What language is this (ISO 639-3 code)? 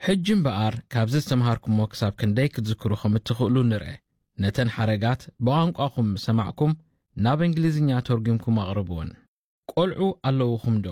tir